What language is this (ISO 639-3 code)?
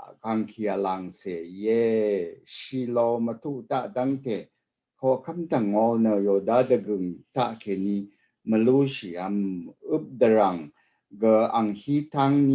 raw